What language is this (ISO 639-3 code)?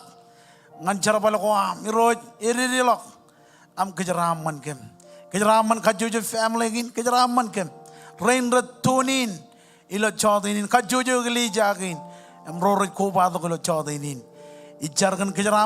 mah